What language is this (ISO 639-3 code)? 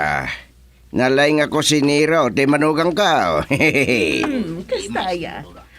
ilo